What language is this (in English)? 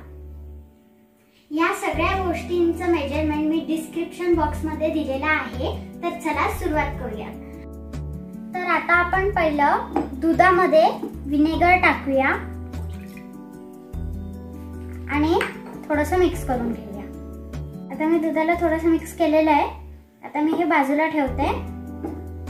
Marathi